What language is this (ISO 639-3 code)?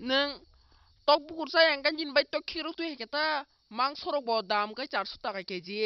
trp